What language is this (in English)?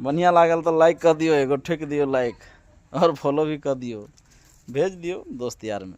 Maithili